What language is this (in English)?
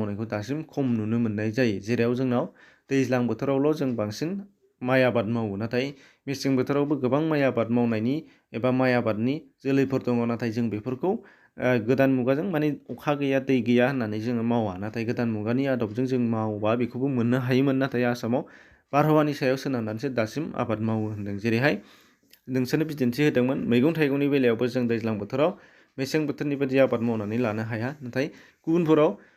Bodo